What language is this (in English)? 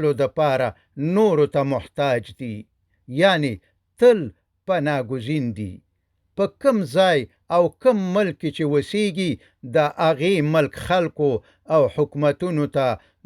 Pashto